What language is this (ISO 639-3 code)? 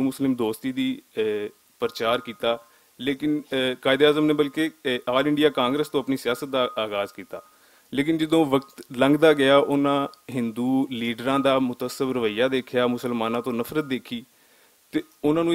lah